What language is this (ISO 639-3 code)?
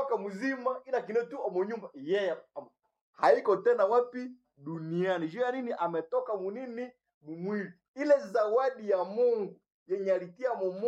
nnb